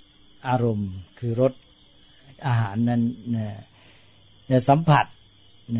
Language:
Thai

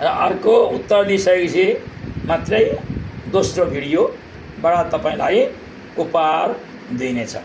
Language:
Nepali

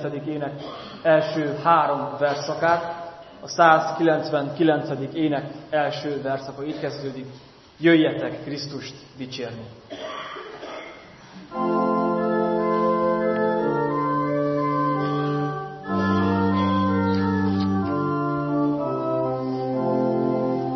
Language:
Hungarian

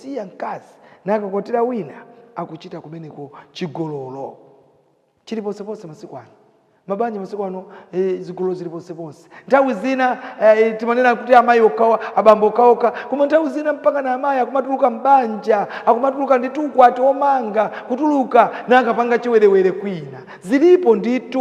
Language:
Nyanja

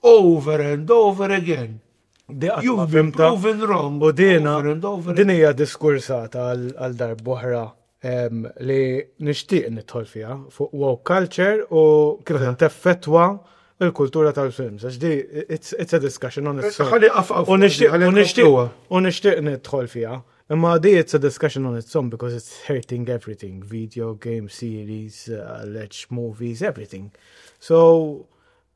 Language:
Maltese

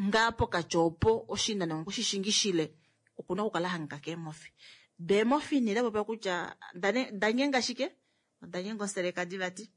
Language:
Kuanyama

